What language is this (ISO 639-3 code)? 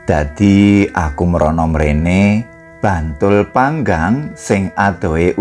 jav